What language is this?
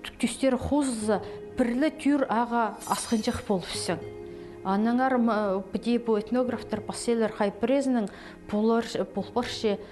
Khakas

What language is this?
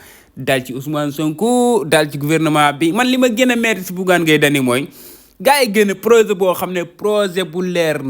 Wolof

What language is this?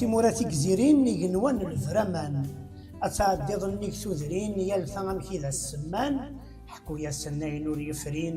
Kabyle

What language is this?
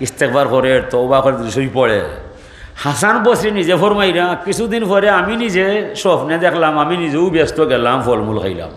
Sylheti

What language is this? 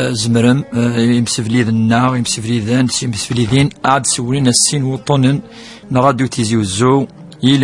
Kabyle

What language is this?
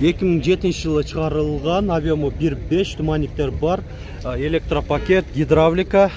Kyrgyz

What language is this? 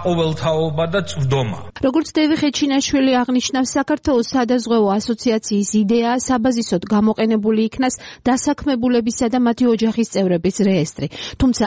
Georgian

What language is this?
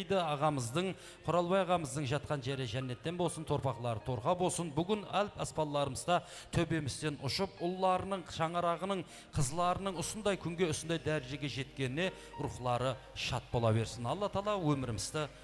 Kara-Kalpak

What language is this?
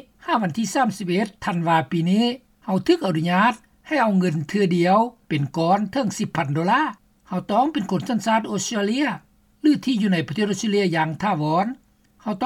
Lao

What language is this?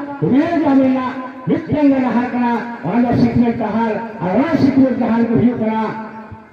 Santali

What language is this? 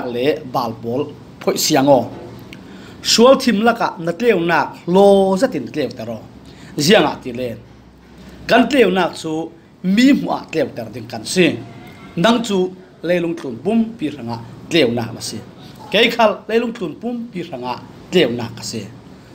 Falam Chin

